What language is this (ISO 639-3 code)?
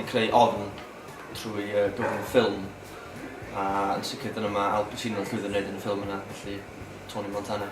cym